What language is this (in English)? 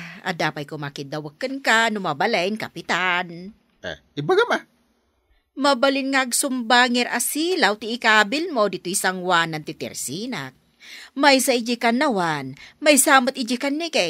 Iloko